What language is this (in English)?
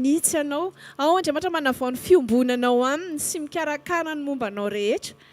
Malagasy